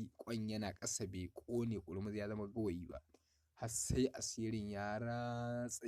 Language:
Hausa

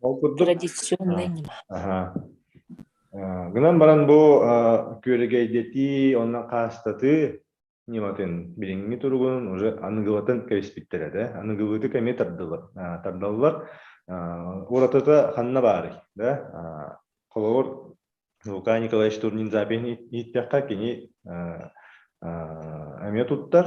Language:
Yakut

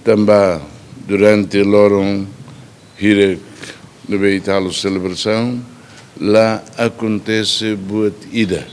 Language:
Tetum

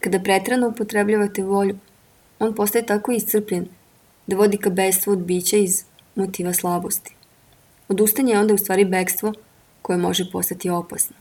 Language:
Serbian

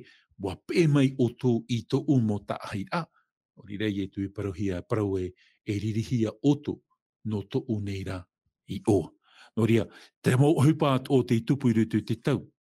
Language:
Tahitian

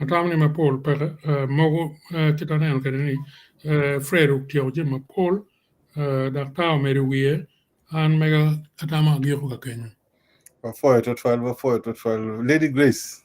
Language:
Acoli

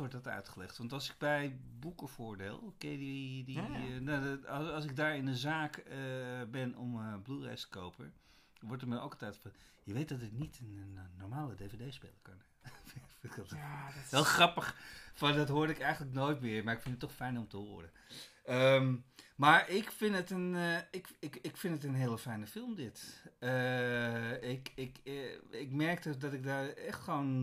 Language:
Dutch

